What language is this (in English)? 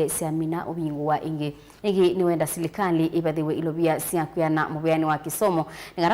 Kamba